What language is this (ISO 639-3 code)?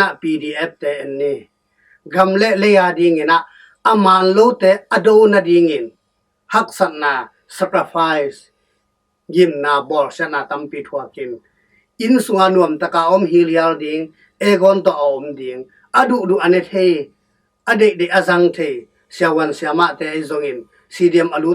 ctd